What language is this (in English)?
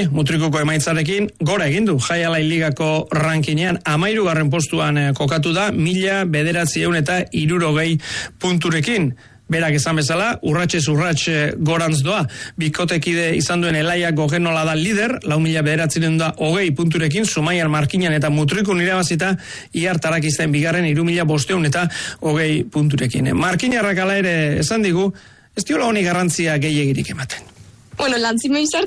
Basque